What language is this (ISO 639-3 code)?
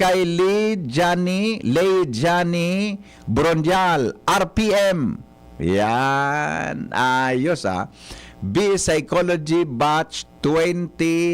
bik